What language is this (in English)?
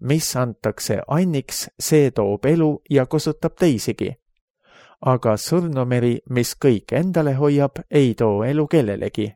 Estonian